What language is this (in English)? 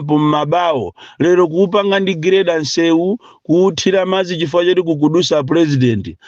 Nyanja